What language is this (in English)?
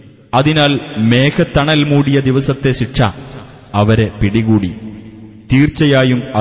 Malayalam